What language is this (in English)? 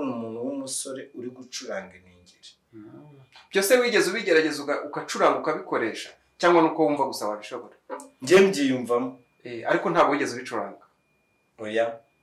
Kinyarwanda